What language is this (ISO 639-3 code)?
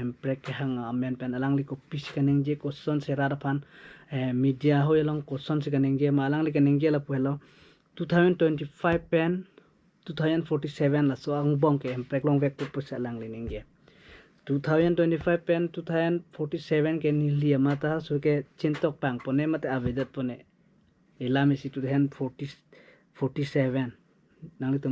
mjw